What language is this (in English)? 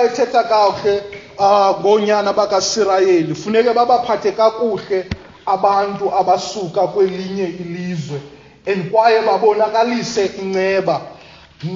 Xhosa